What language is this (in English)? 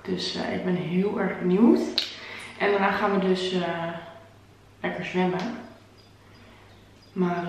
Dutch